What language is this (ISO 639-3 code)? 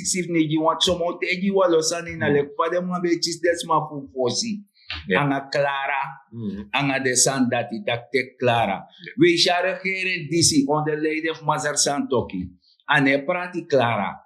srn